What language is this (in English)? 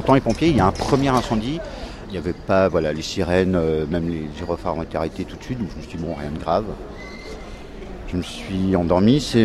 French